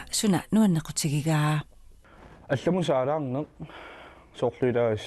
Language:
Kalaallisut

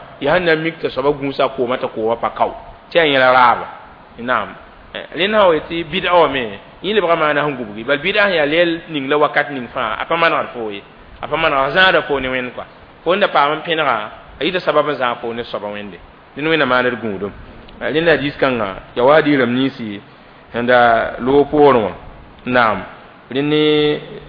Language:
Mossi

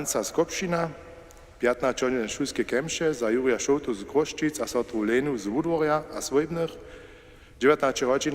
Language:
Upper Sorbian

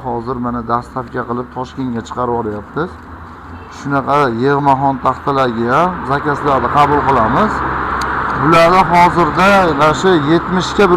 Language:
Uzbek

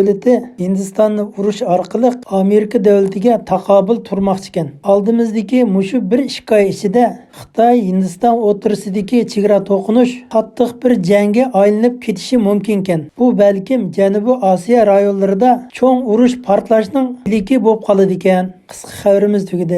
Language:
Uyghur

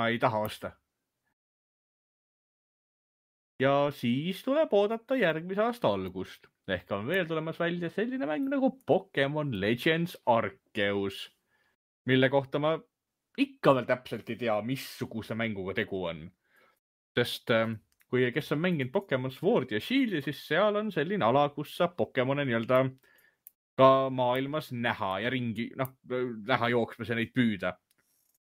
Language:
Estonian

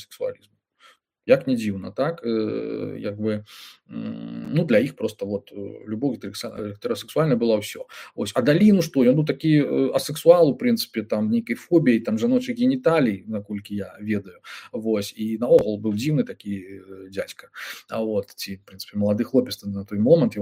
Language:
Belarusian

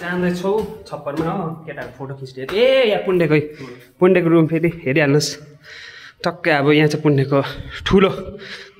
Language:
Nepali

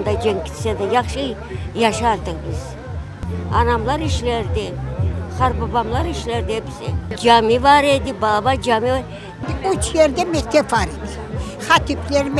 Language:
Crimean Tatar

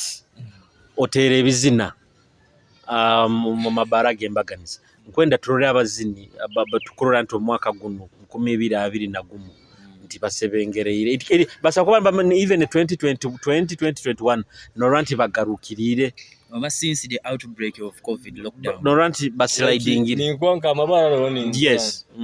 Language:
Nyoro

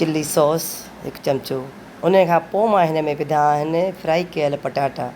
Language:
Sindhi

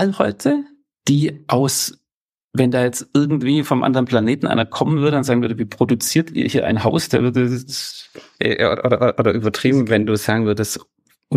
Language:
German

